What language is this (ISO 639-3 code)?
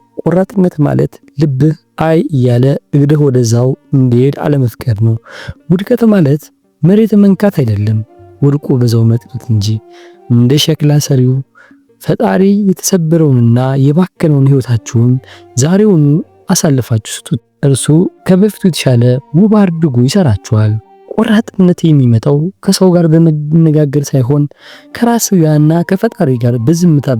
amh